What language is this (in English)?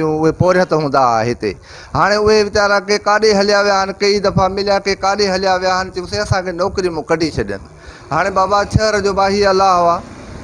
Sindhi